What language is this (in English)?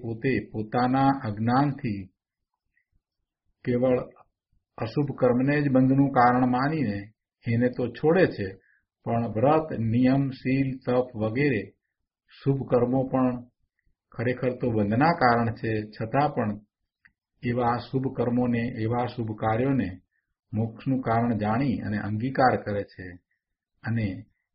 Gujarati